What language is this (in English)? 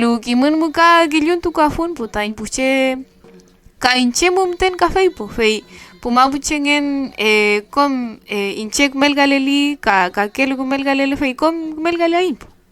Mapuche